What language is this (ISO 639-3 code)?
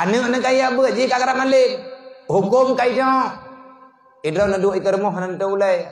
ace